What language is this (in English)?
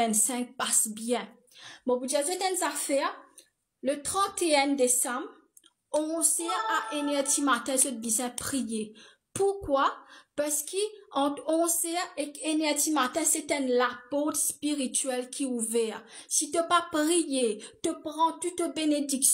Morisyen